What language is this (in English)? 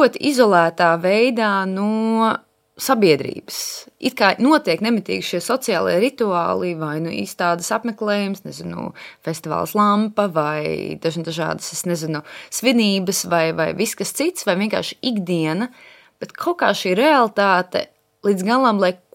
Latvian